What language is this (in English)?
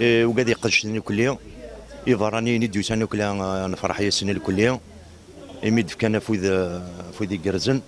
Kabyle